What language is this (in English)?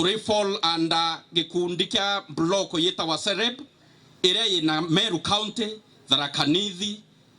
Meru